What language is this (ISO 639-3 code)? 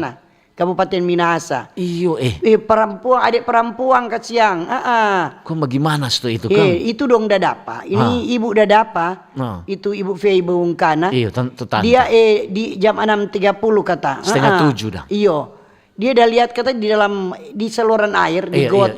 xmm